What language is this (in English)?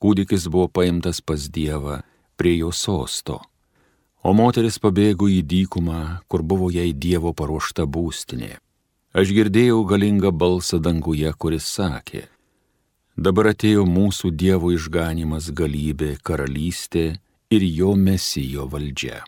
Lithuanian